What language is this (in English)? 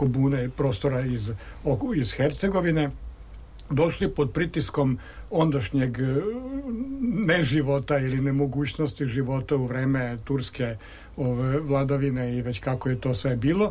Serbian